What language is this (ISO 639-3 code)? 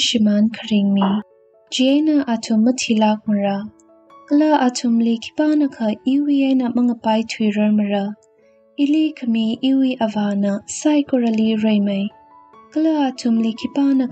nmf